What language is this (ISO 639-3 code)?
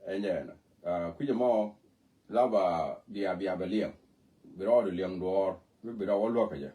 nus